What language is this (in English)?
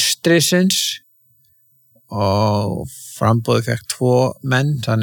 Icelandic